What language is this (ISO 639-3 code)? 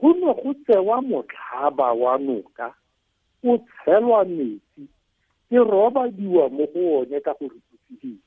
tsn